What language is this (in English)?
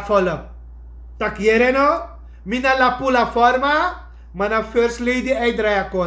Sranan Tongo